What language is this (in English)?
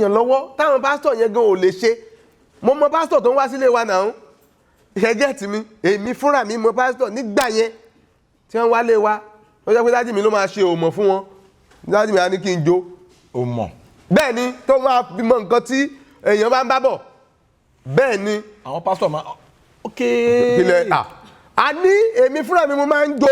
Yoruba